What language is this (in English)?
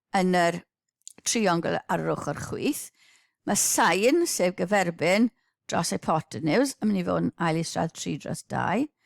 Welsh